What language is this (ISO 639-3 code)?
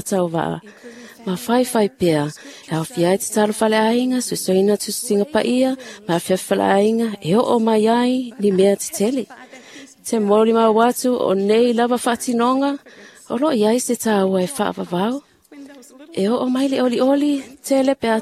smo